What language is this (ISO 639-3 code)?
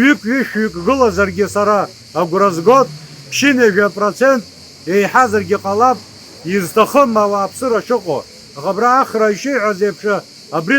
abk